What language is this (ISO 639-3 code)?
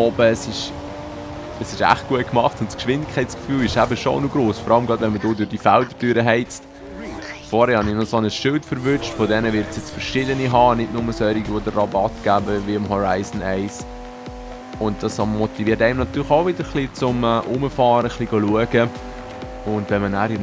gsw